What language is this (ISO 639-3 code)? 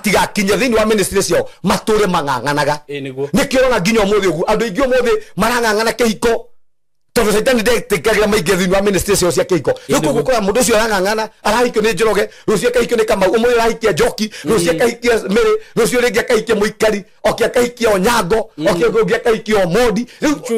kik